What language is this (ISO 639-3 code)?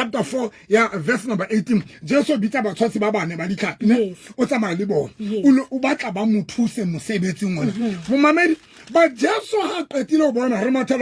sot